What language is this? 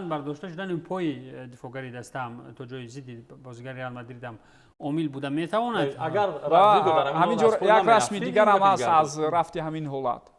Tajik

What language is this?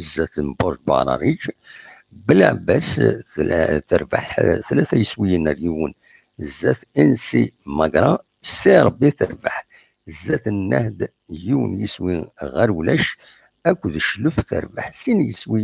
Kabyle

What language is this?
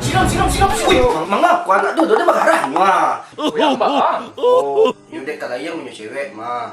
Minangkabau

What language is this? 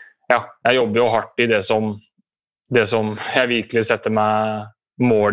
Norwegian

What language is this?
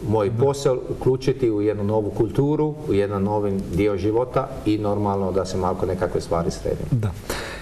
Croatian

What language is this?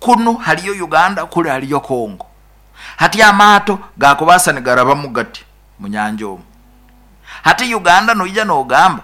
Nyoro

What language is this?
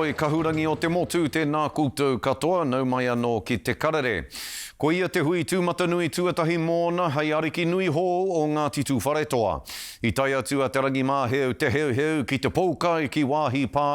Māori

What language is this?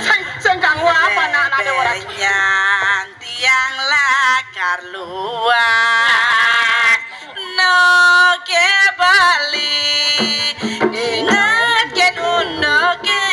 Balinese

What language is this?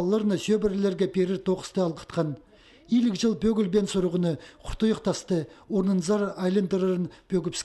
Khakas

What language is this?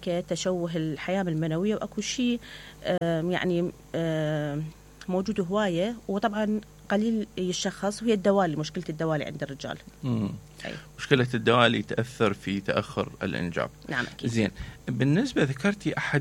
Mesopotamian Arabic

